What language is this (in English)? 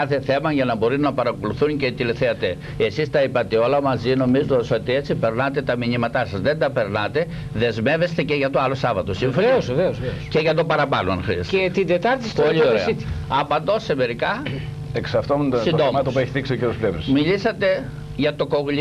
Greek